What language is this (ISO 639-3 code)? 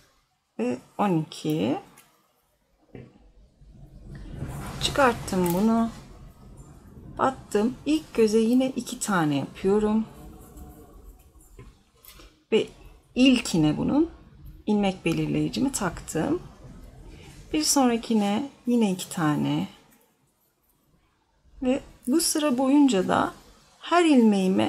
tur